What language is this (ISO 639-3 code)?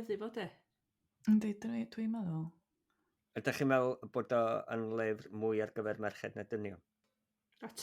cym